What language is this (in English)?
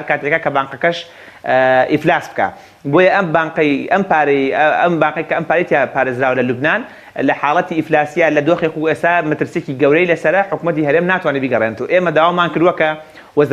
Central Kurdish